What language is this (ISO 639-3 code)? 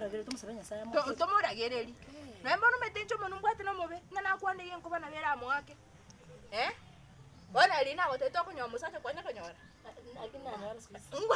guz